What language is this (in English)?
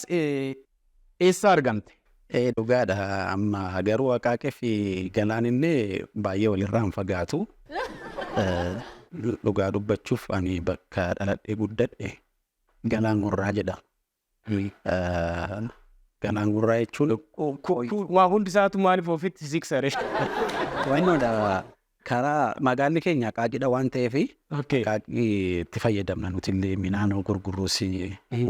Oromo